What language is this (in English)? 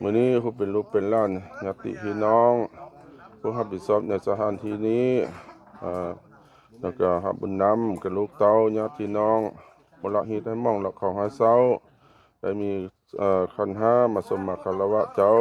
Lao